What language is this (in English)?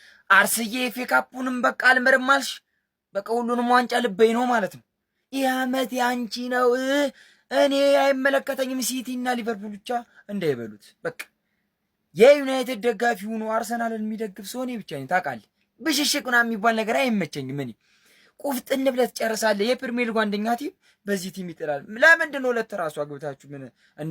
Amharic